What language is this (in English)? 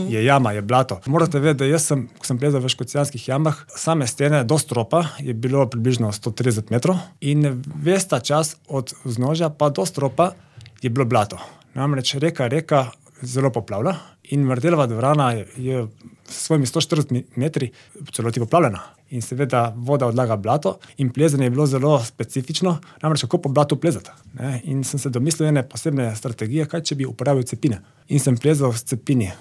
Slovenian